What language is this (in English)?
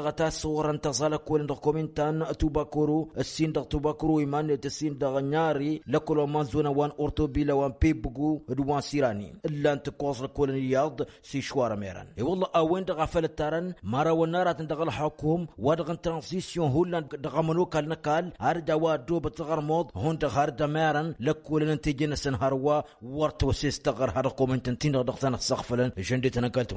Tamasheq